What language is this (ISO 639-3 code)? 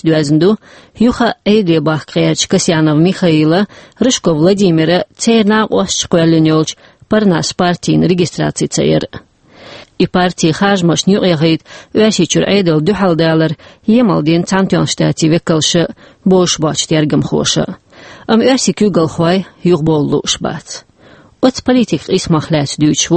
che